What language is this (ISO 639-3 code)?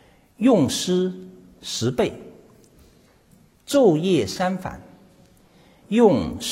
zho